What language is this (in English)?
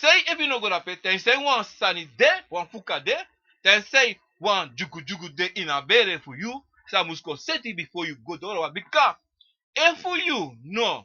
Sranan Tongo